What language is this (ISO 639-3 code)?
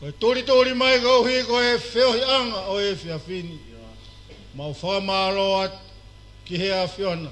ton